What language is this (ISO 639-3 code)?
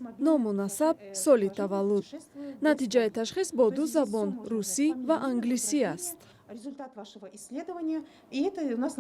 tgk